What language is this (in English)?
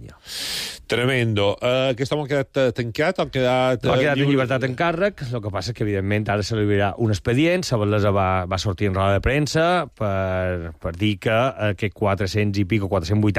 Catalan